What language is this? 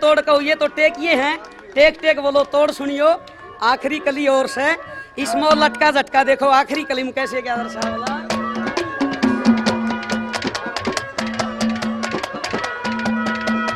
Haryanvi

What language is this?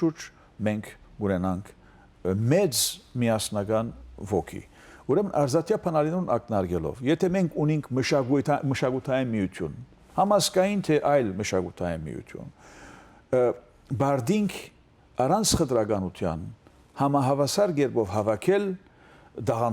Western Armenian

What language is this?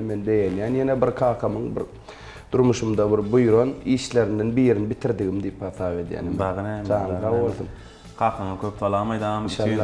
Turkmen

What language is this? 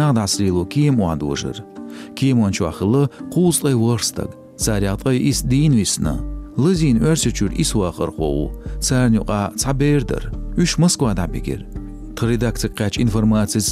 Chechen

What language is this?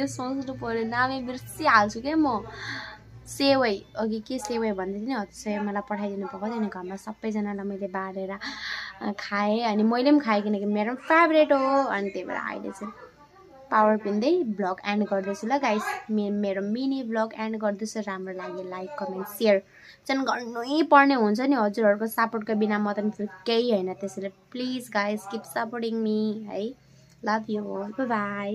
Nepali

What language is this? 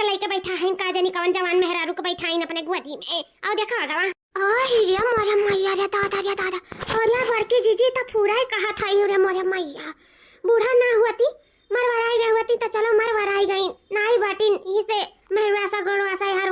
Awadhi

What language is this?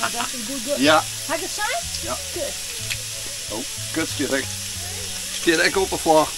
Western Frisian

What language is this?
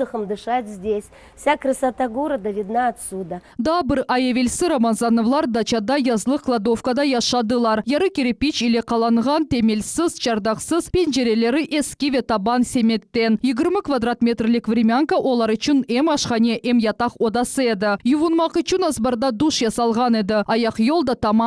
Crimean Tatar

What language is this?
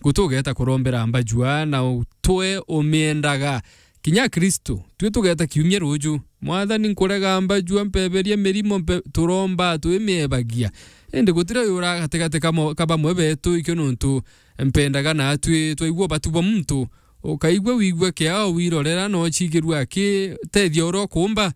Meru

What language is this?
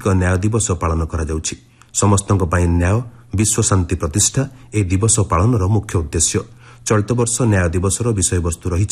Odia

